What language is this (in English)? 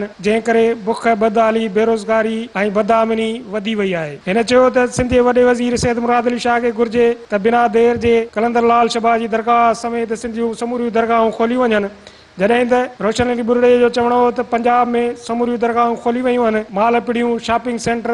Sindhi